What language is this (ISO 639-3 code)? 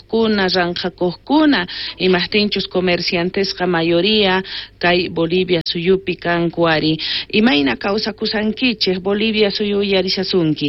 quh